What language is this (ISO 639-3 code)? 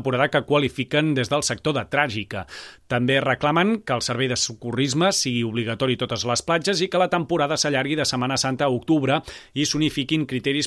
cat